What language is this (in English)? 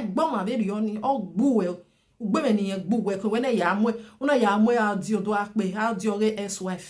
Nigerian Pidgin